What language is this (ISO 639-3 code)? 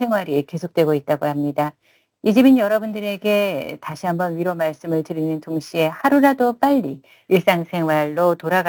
kor